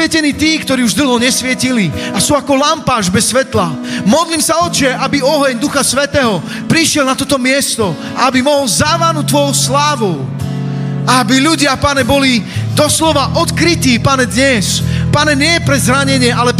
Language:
Slovak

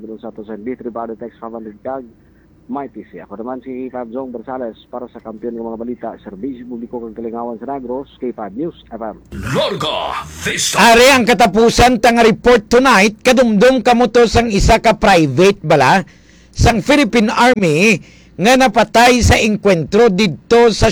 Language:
Hiligaynon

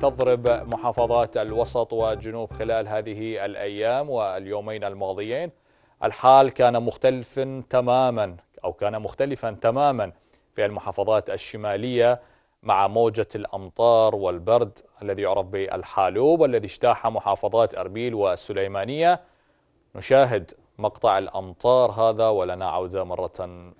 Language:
Arabic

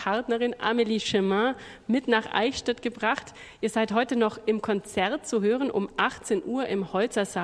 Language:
German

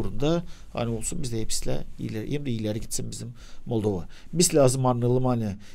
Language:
Gagauz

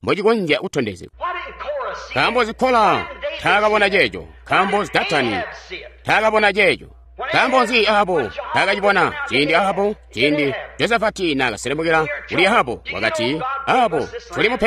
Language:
Tonga (Zambia)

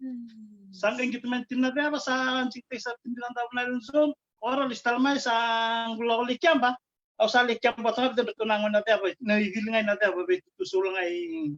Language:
Fijian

